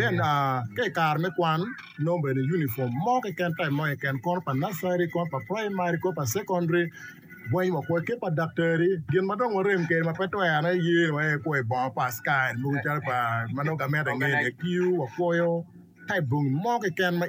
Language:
Acoli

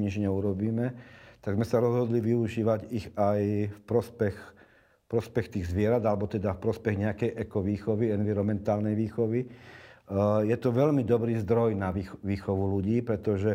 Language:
Slovak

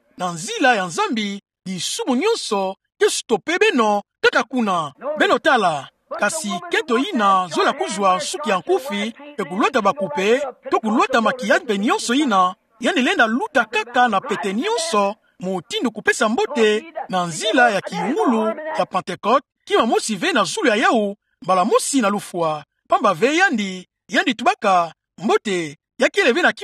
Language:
Kituba (Democratic Republic of Congo)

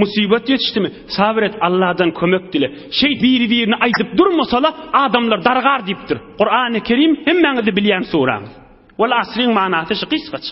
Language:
Turkmen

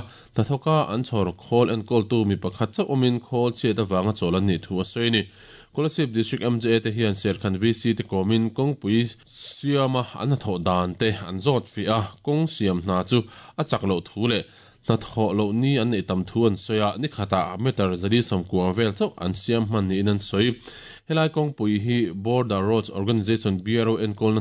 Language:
Mizo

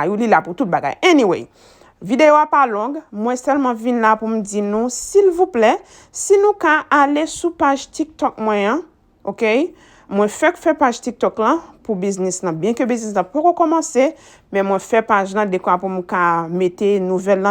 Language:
Haitian Creole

